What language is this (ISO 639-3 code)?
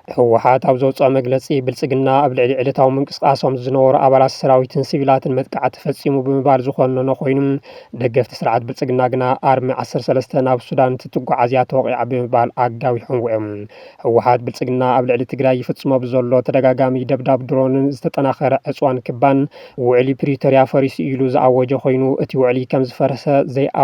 tir